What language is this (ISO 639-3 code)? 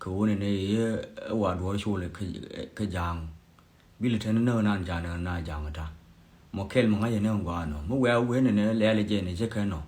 nus